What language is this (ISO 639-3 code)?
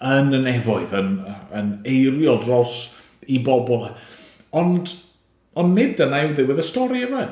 cym